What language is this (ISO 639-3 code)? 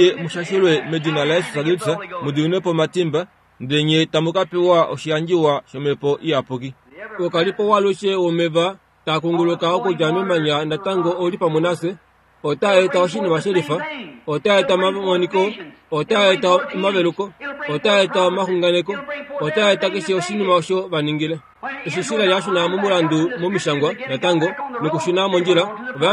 kua